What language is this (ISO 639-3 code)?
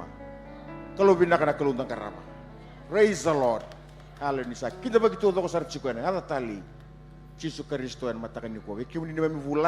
fij